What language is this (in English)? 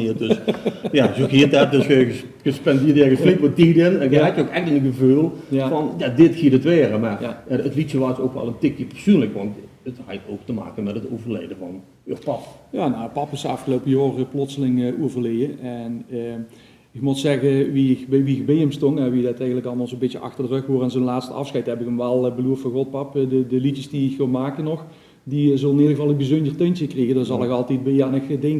Limburgish